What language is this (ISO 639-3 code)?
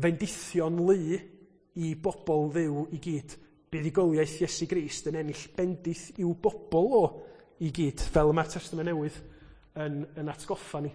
cym